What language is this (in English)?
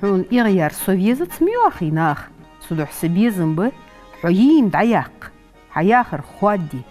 Ingush